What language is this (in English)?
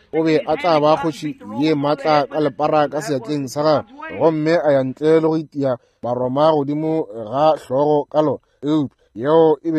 Northern Sotho